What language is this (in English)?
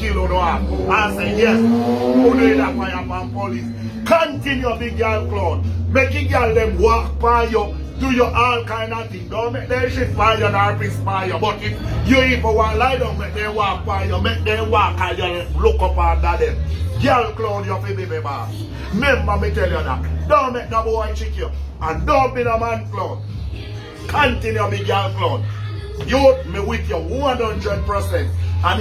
Jamaican Creole English